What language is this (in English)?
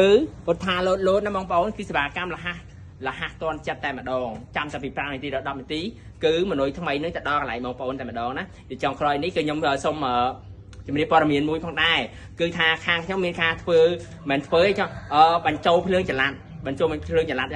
Khmer